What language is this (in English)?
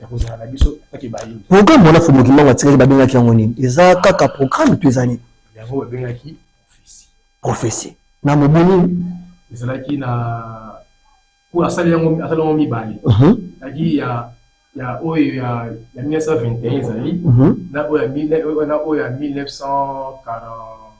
Lingala